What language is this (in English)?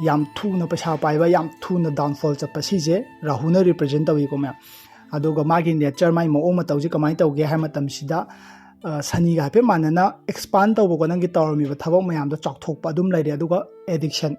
Manipuri